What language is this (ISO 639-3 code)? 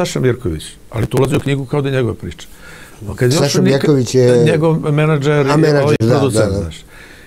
srp